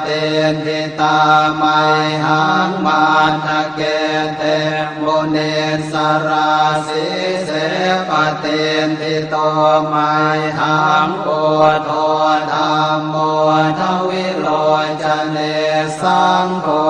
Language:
Pali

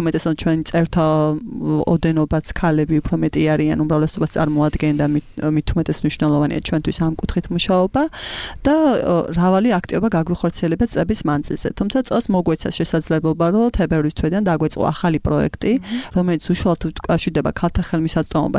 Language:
Georgian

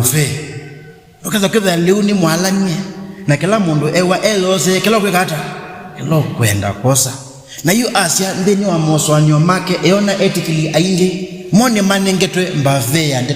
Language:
Kamba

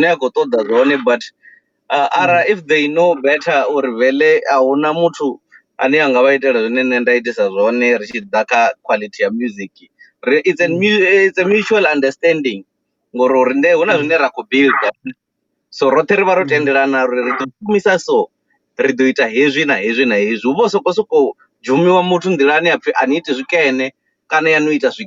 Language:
Venda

